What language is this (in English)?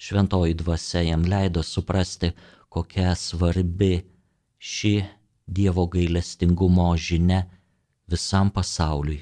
Lithuanian